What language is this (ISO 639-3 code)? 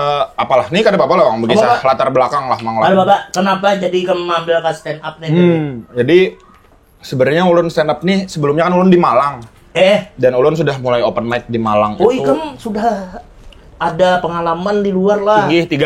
bjn